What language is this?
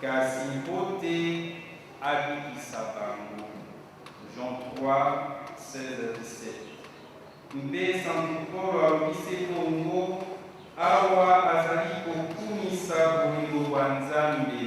Lingala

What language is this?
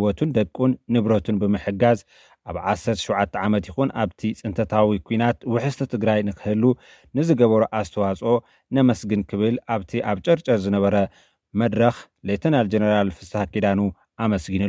Tigrinya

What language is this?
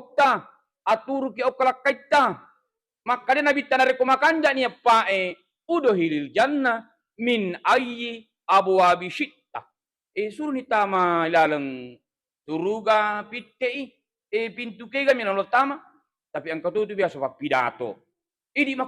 Buginese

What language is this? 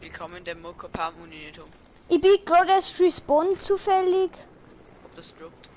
Bavarian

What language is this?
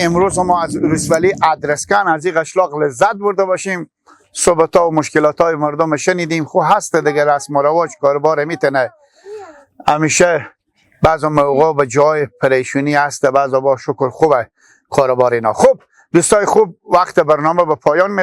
Persian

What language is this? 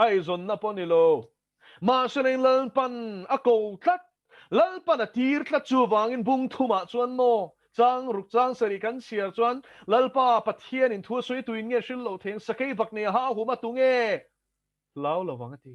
Mizo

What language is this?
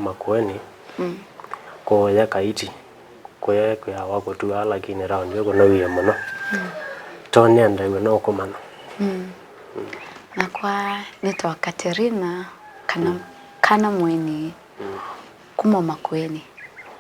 Kamba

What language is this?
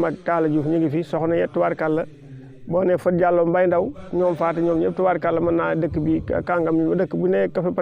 Wolof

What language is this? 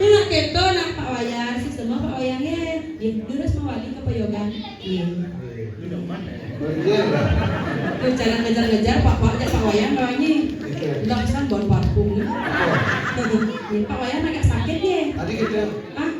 Balinese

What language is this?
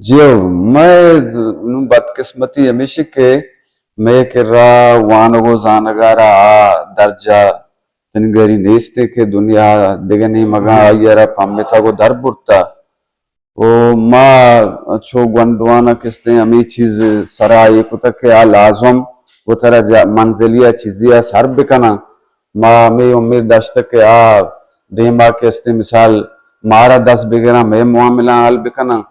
Eastern Balochi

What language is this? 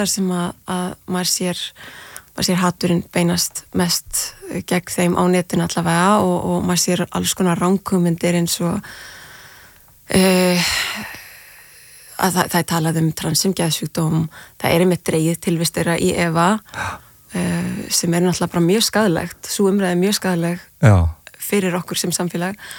Icelandic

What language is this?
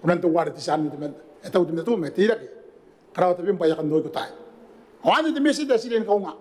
Gilbertese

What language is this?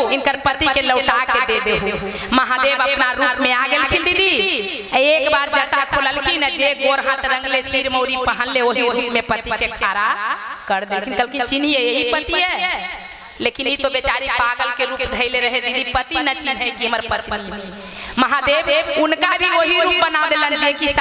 Magahi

